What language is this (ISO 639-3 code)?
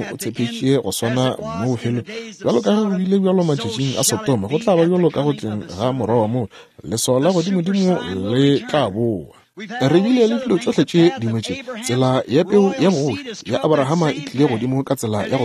nso